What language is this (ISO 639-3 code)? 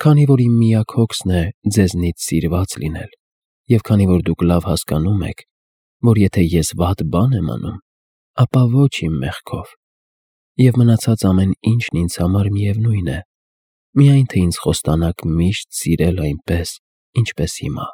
hye